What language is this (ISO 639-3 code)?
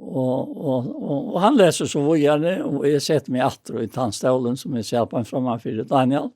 fao